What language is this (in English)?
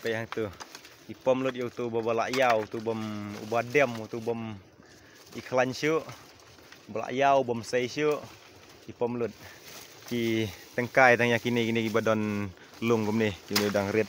Khasi